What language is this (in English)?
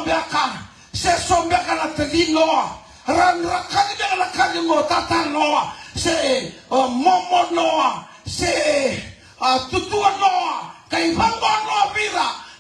Fijian